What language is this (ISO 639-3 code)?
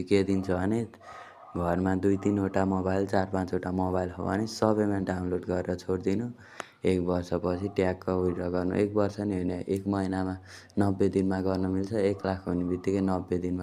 nep